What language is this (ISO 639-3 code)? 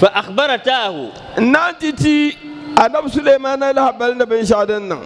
dag